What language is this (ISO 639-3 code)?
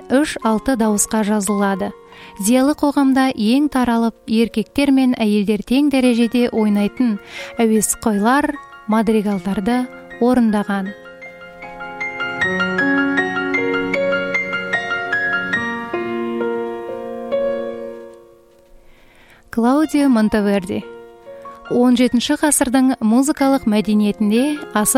kaz